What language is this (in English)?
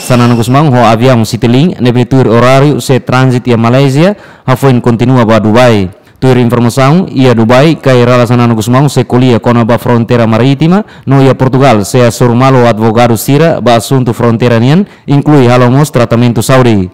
Tetum